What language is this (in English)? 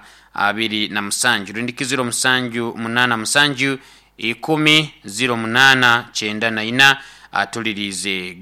Nyoro